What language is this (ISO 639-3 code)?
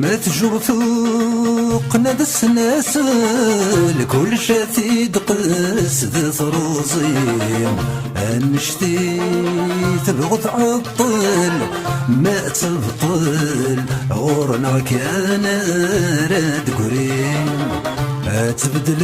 kab